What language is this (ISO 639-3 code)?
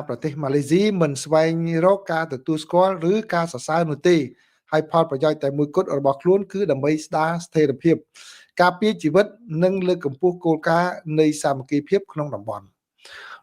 khm